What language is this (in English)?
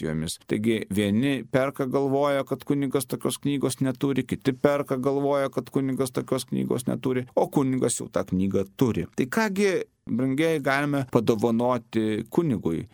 Lithuanian